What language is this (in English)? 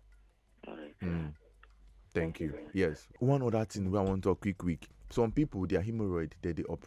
Nigerian Pidgin